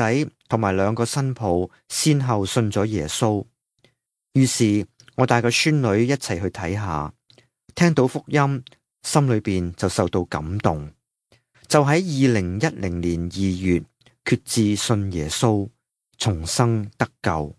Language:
Cantonese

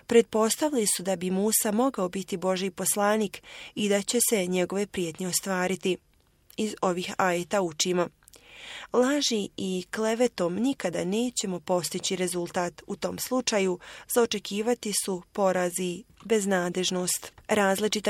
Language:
Bosnian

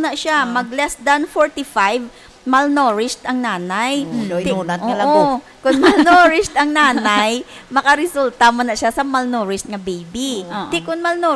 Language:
Hiligaynon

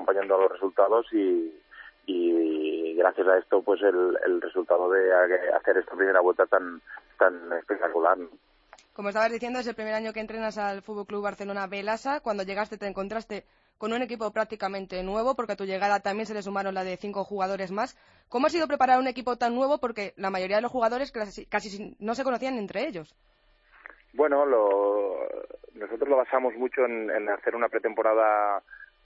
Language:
Spanish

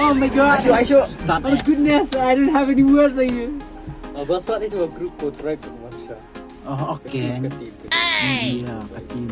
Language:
Khasi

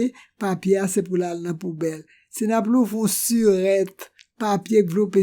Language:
Haitian Creole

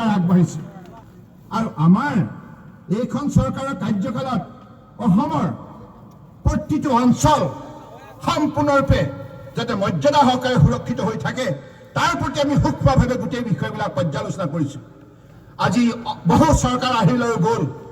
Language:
Assamese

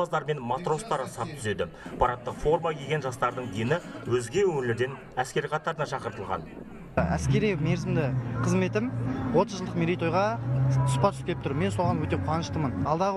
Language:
Kazakh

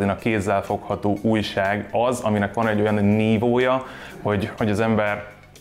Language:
Hungarian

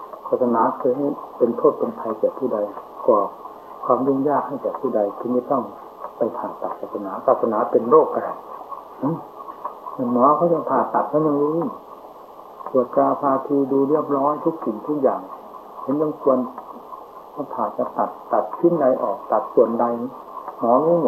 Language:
Thai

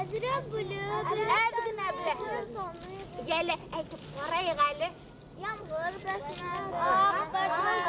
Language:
Bashkir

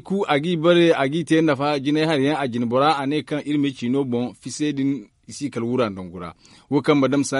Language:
Zarma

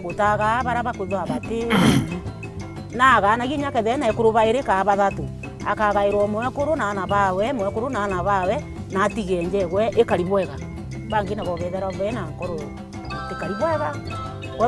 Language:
Meru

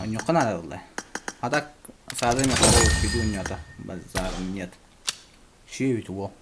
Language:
Yakut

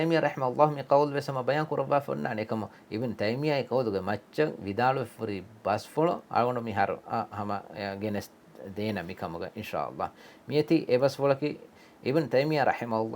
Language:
Divehi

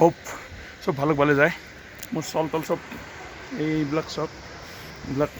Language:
Assamese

